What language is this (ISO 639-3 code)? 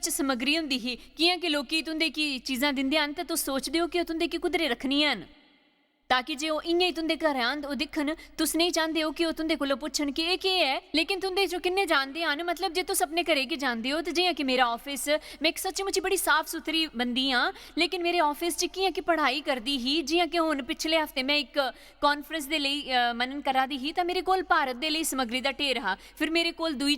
doi